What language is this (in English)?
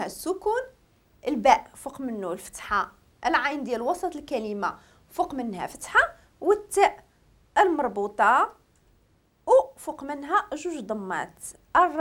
Moroccan Arabic